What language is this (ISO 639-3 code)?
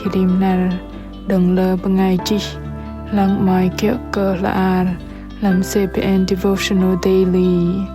bdq